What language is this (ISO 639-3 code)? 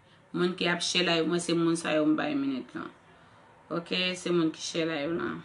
hat